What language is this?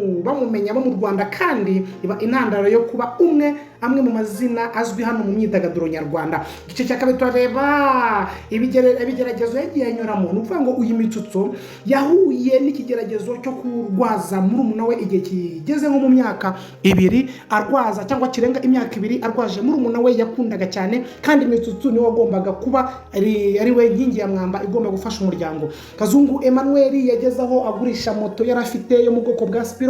Kinyarwanda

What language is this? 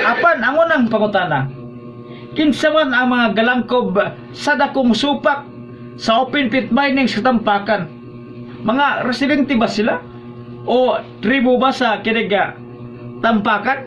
Cebuano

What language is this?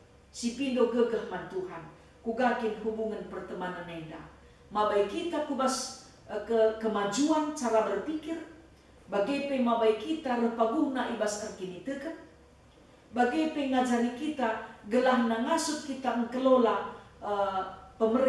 Batak Karo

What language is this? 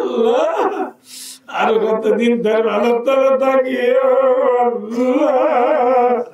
Rohingya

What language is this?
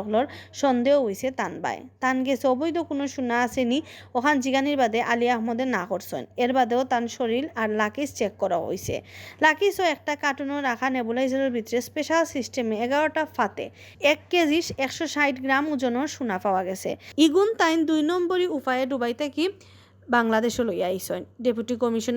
Sylheti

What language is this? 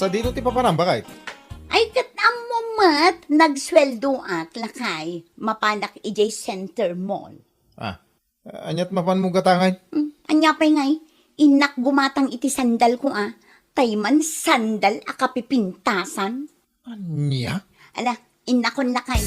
Iloko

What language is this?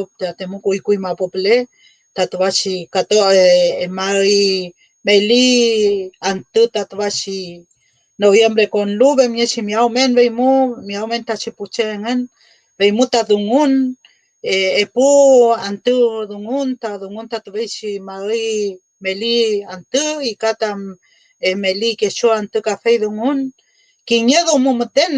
Mapuche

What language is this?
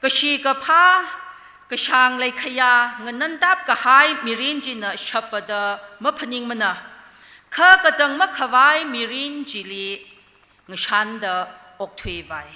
Tangkhul Naga (India)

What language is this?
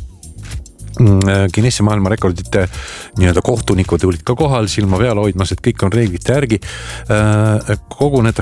Estonian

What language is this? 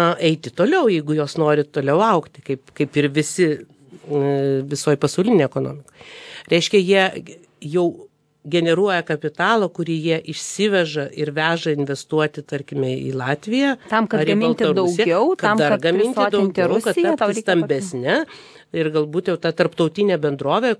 Lithuanian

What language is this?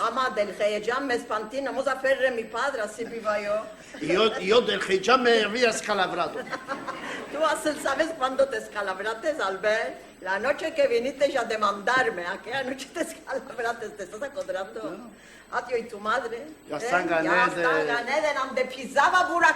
Ladino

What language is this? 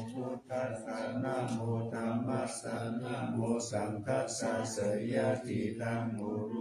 Pali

